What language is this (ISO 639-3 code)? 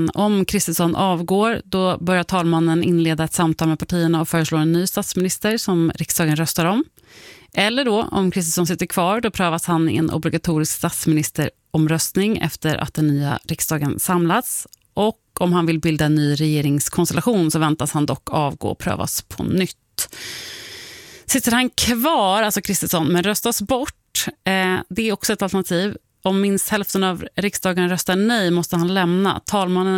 swe